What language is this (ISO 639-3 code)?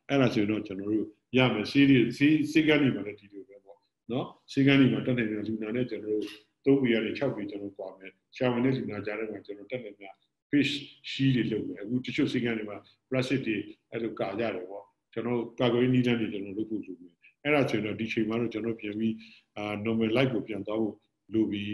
mya